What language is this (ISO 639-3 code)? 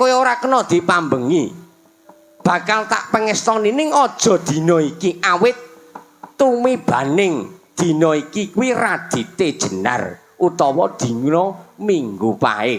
jav